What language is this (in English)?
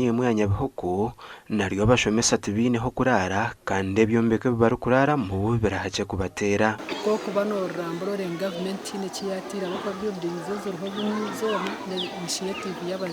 Nyankole